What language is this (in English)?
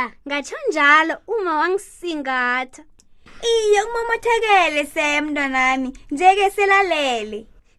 South Ndebele